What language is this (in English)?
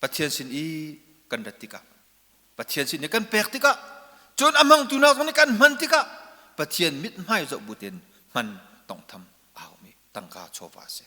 Hakha Chin